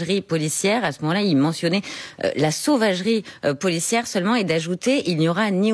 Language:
French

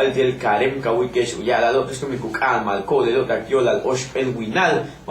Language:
Yucateco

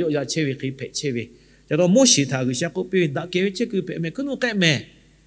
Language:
Lahu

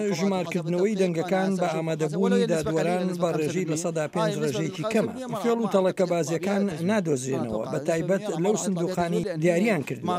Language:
Central Kurdish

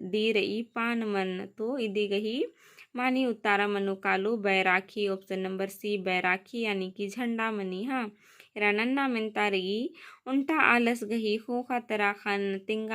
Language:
Kurukh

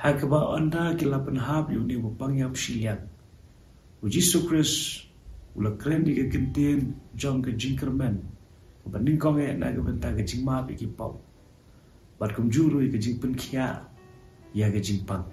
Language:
Khasi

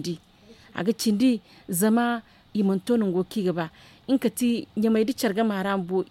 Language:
Zarma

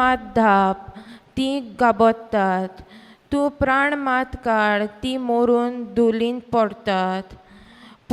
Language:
Konkani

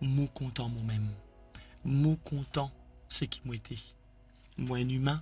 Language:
Morisyen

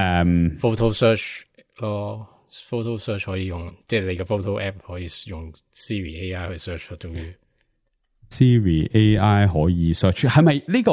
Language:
Cantonese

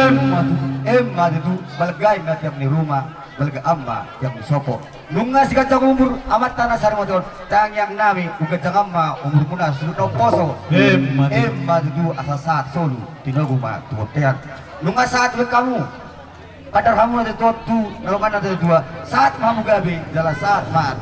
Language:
Batak Toba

